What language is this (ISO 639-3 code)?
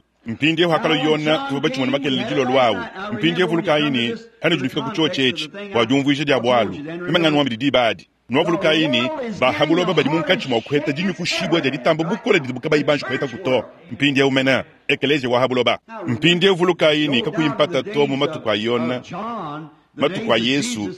lua